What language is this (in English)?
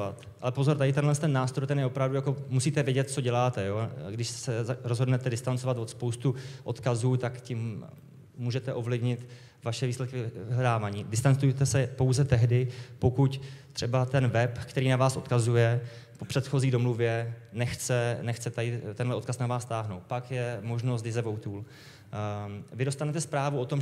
Czech